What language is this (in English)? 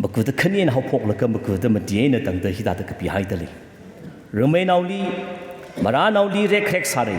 Tangkhul Naga (India)